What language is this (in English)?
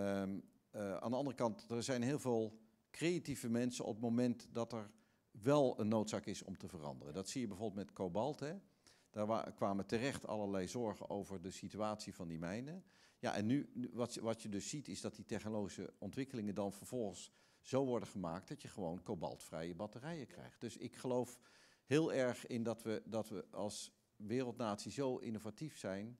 Dutch